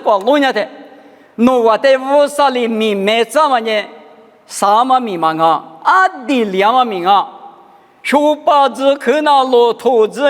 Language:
Lisu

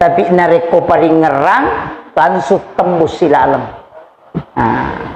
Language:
Buginese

